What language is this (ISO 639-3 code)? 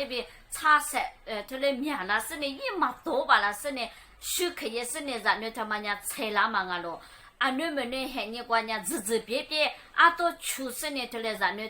lis